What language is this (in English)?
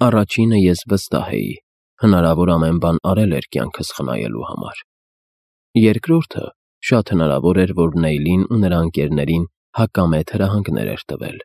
Armenian